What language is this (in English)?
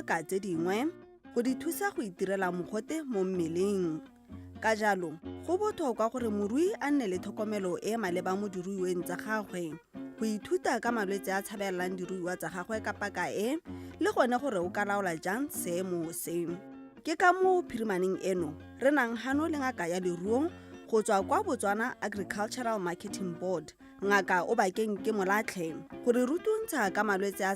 Tswana